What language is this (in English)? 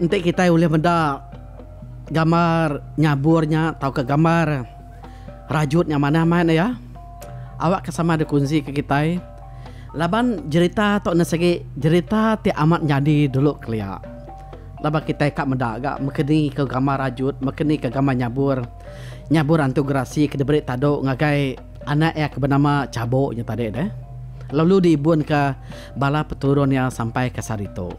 Iban